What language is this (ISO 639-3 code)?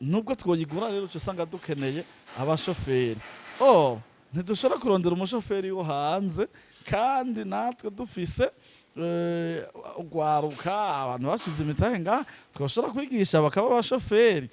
run